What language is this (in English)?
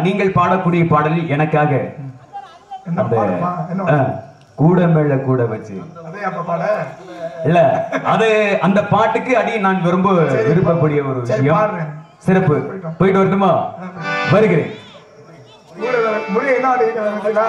Tamil